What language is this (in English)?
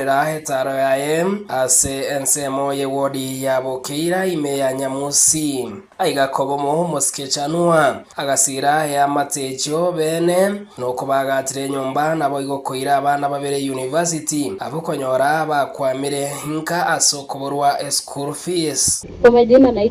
Gusii